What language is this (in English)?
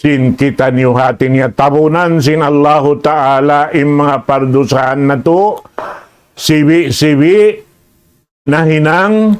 Tausug